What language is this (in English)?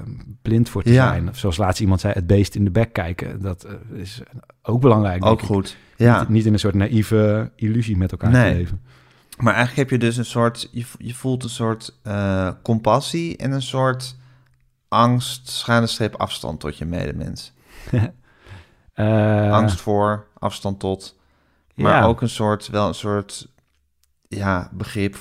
Dutch